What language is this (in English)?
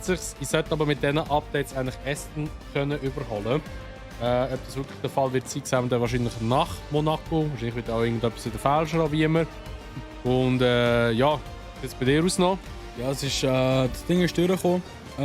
Swiss German